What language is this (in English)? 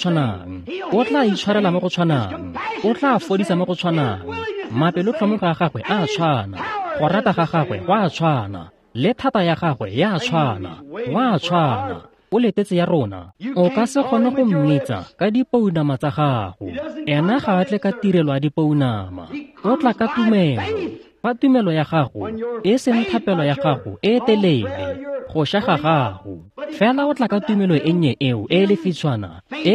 Tswana